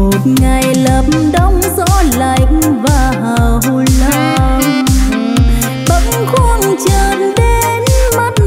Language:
Vietnamese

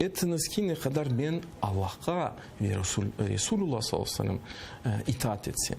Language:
Crimean Tatar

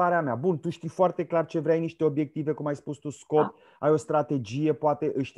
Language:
Romanian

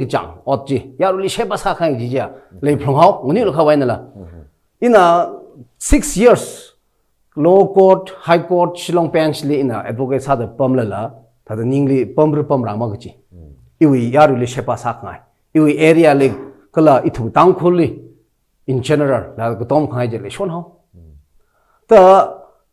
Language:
Tangkhul Naga (India)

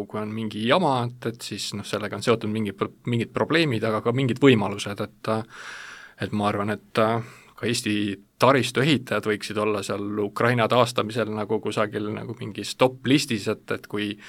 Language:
Estonian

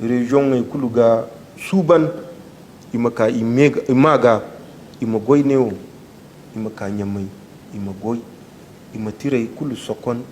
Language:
Zarma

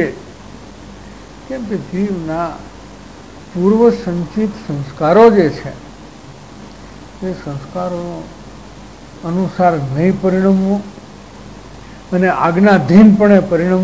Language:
Gujarati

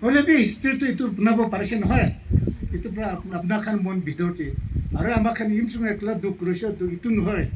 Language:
Naga Pidgin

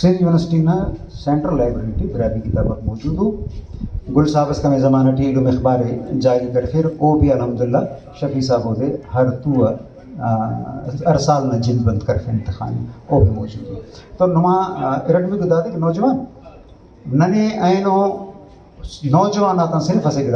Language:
Brahui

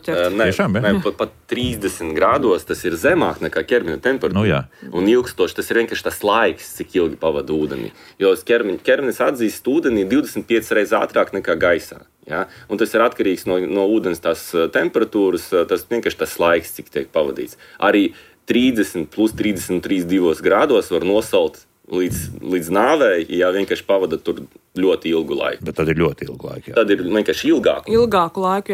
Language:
Latvian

